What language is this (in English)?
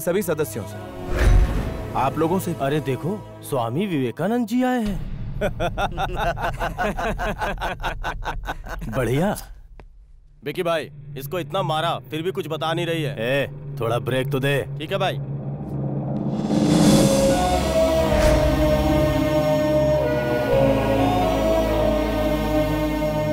Hindi